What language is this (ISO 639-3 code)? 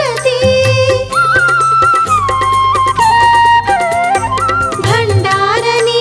kan